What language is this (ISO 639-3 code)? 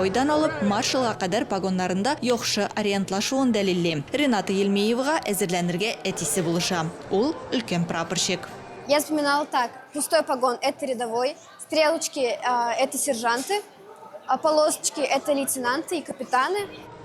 tat